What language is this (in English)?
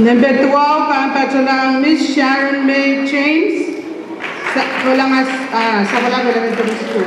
Pohnpeian